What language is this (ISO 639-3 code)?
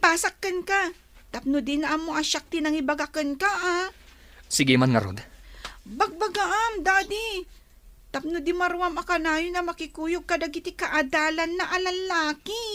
ilo